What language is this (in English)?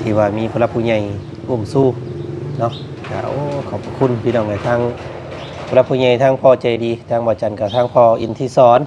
Lao